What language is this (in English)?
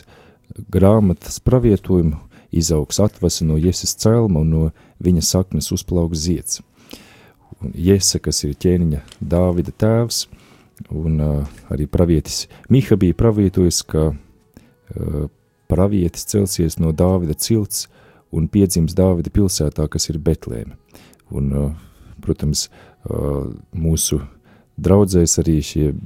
Latvian